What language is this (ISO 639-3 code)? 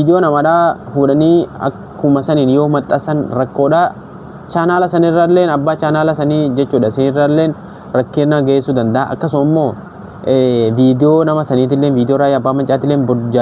orm